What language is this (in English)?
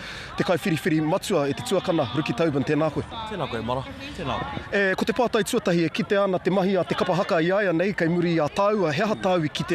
Māori